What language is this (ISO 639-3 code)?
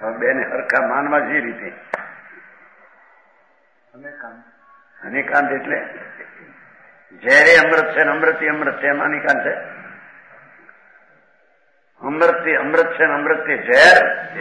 guj